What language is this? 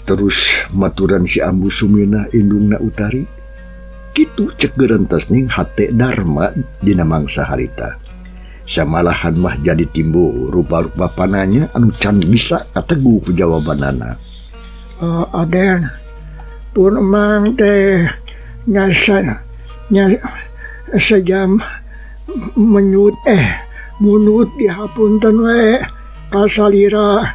Sundanese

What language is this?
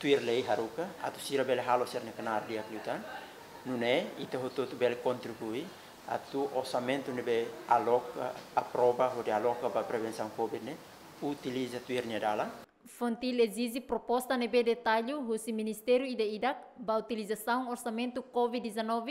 Tetum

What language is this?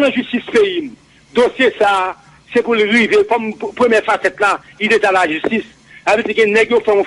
Haitian Creole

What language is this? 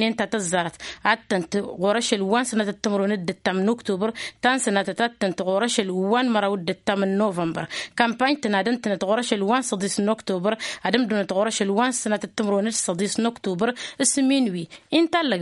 Tamasheq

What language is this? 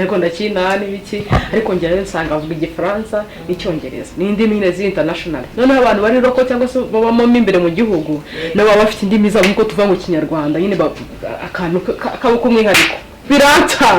Kinyarwanda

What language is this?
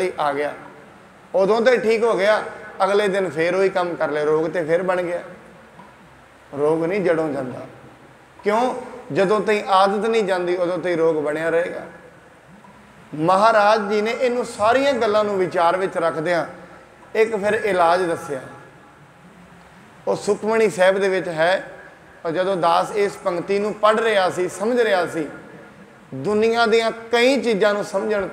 Punjabi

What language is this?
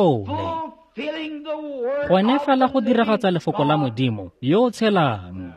Tswana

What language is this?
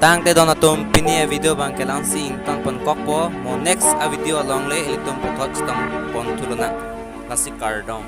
Karbi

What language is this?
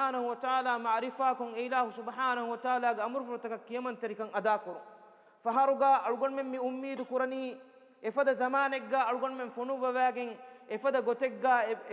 Divehi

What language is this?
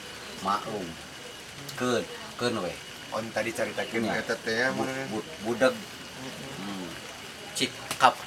Sundanese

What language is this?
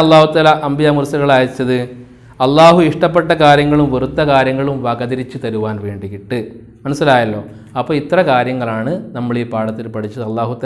Malayalam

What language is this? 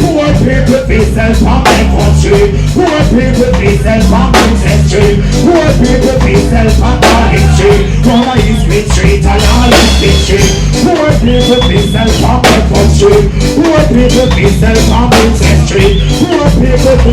Jamaican Creole English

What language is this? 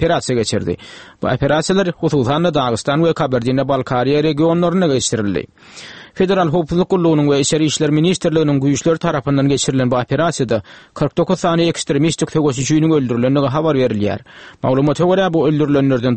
Turkmen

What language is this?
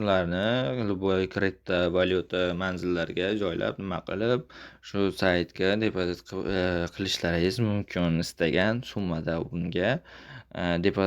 Uzbek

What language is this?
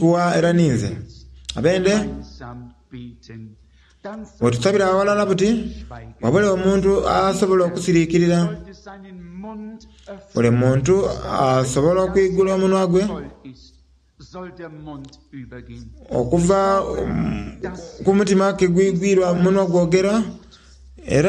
Soga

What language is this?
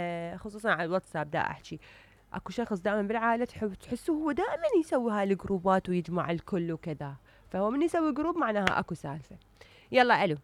Mesopotamian Arabic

